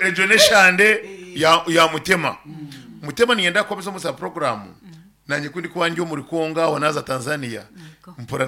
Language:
Nyankole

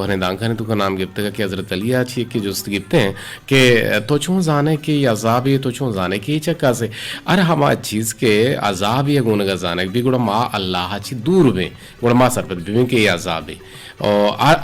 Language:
Eastern Balochi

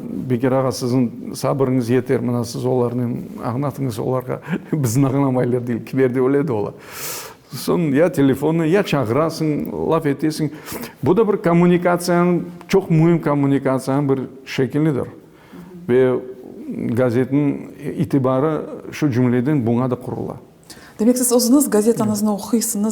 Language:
Crimean Tatar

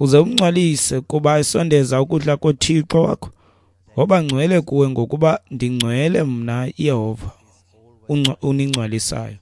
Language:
Xhosa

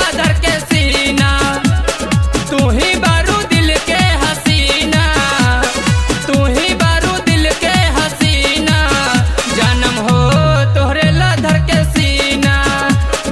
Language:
Bhojpuri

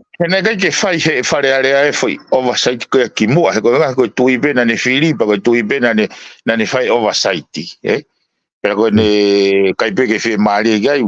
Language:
Tongan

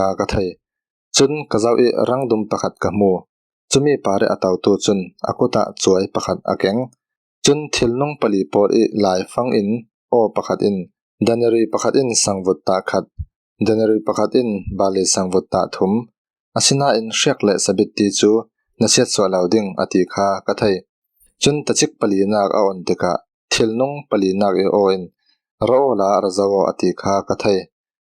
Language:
Falam Chin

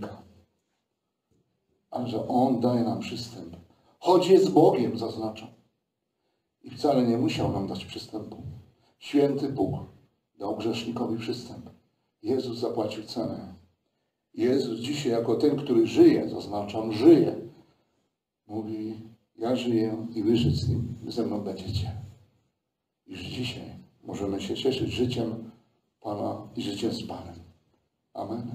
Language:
Polish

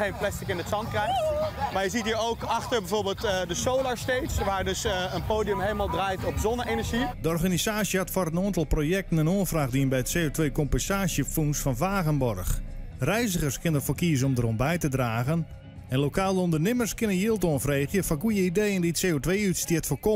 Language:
Western Frisian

